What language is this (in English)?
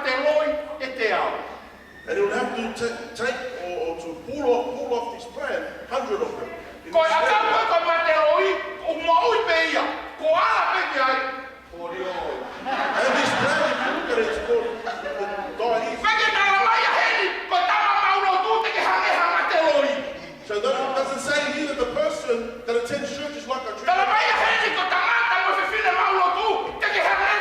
Tongan